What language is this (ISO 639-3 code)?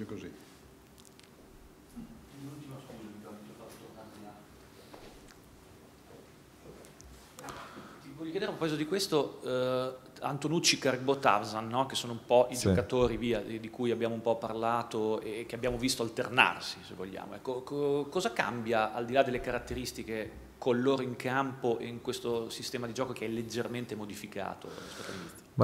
ita